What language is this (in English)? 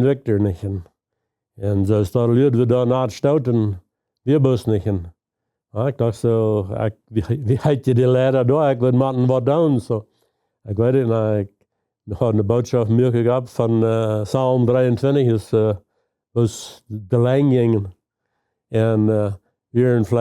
Plautdietsch